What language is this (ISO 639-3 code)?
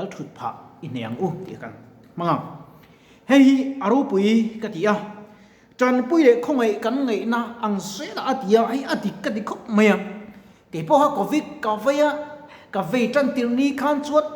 lus